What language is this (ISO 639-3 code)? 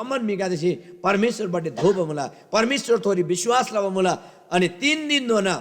taj